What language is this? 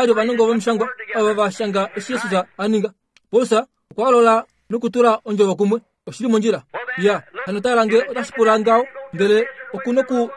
Kuanyama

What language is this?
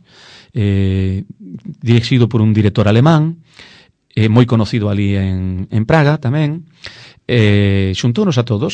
Galician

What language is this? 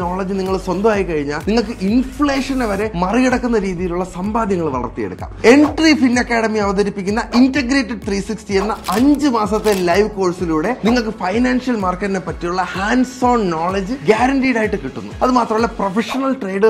Malayalam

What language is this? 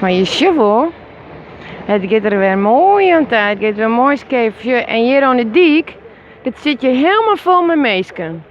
Western Frisian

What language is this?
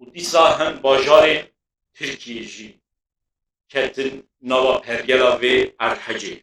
Kurdish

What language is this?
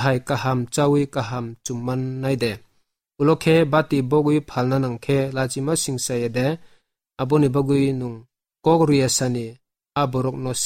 Kok Borok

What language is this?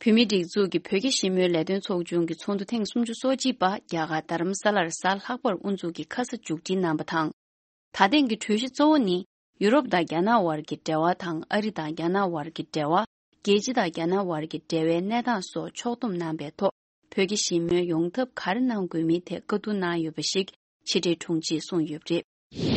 Tibetan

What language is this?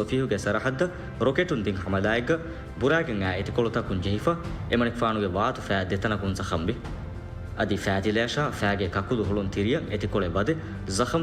Divehi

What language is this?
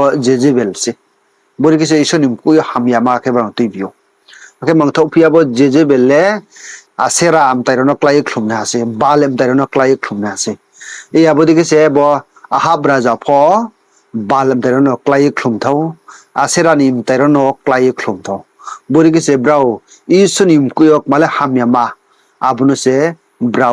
Riang (India)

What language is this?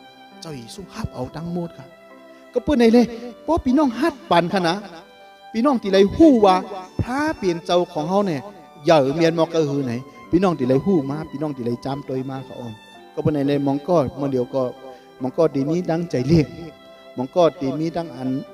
Shan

